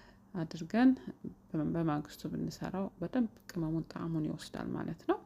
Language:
Amharic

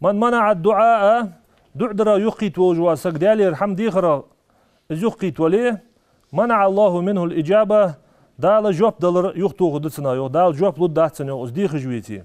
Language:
Ingush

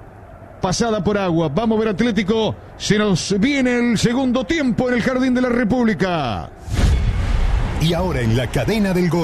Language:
Spanish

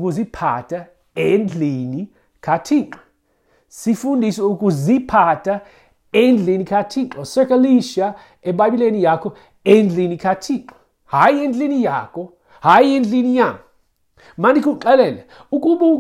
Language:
Xhosa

